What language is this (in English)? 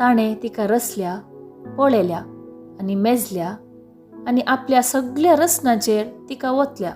Konkani